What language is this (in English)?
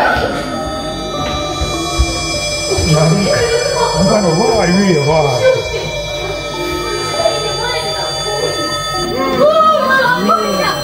Japanese